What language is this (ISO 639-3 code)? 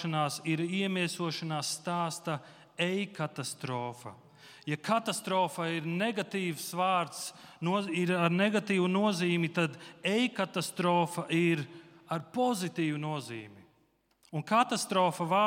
lav